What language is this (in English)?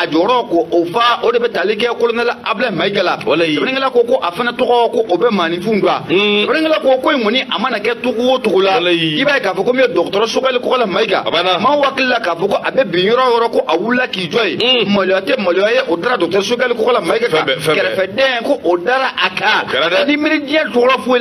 Bambara